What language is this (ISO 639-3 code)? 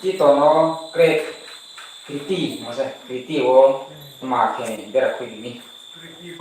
ria